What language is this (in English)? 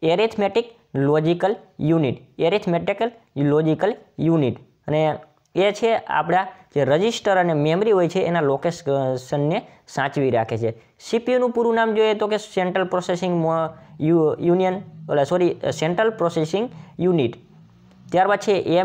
Gujarati